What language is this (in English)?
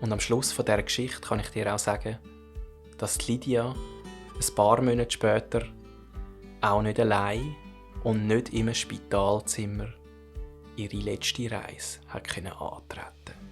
Swiss German